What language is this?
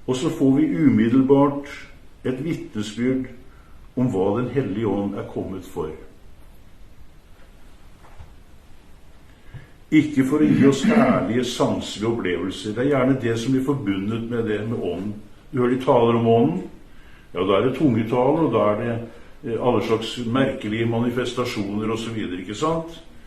Norwegian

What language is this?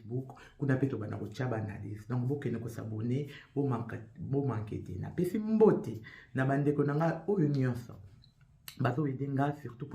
Lingala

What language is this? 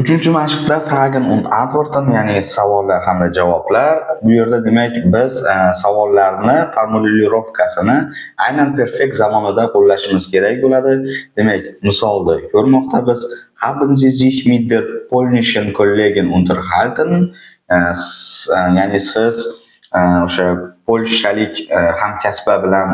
Uzbek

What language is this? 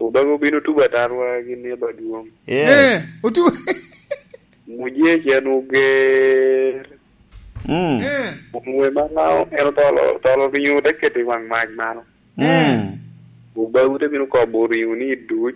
Lango (Uganda)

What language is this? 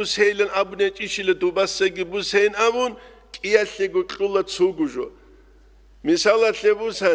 Avaric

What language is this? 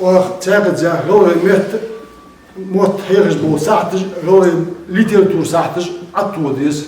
Ingush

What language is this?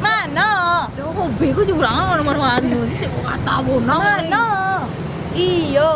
Minangkabau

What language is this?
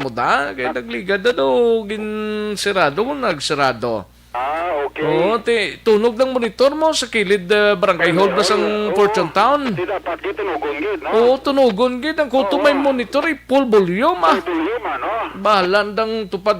Hiligaynon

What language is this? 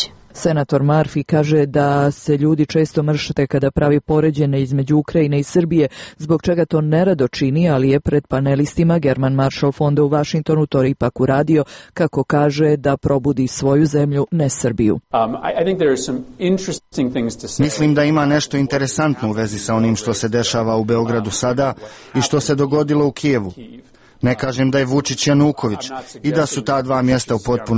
Serbian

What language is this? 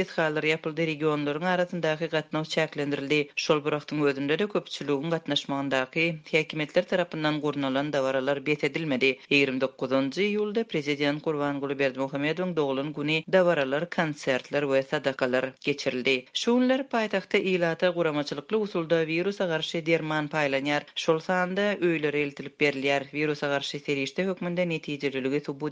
Turkmen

